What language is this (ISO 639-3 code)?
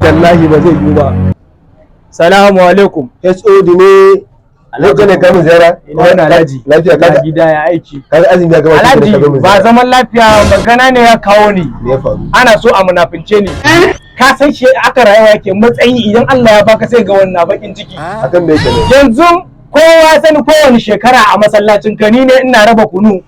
hau